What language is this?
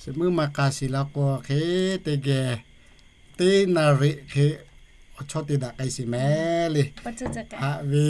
Lahu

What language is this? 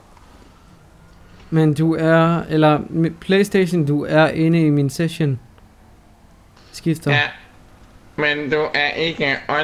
Danish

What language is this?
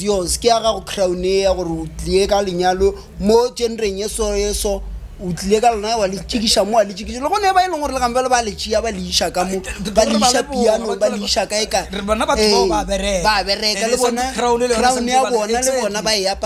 Northern Sotho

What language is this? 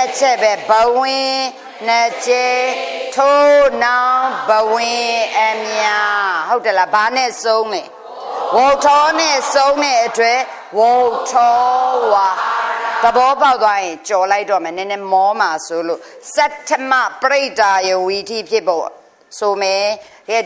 Burmese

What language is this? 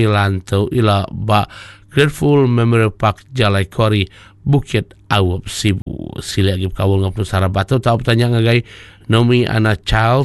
Iban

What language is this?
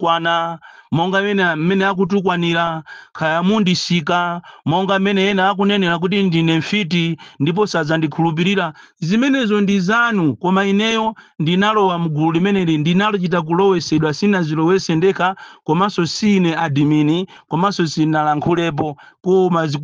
Nyanja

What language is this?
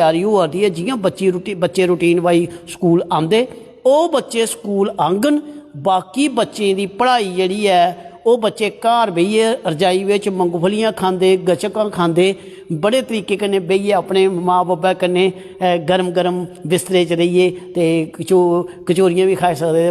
Dogri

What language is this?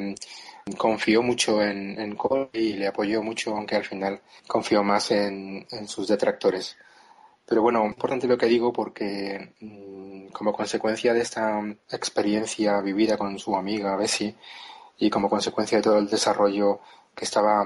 Spanish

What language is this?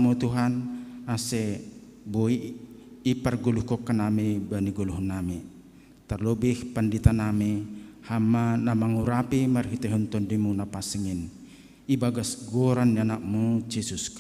Batak Simalungun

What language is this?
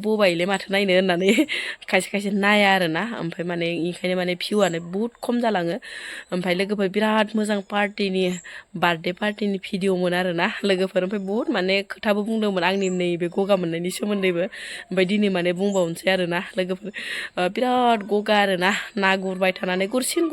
Bodo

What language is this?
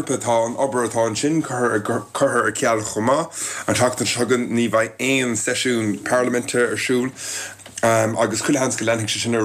Irish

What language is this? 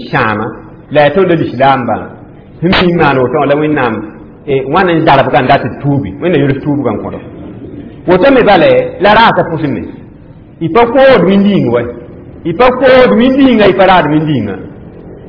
Mossi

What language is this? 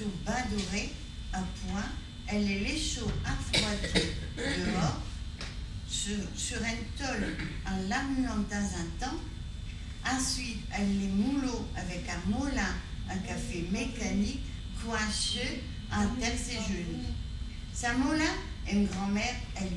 Picard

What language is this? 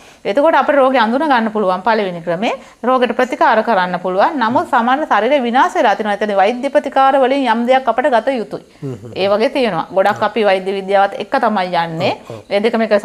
Sinhala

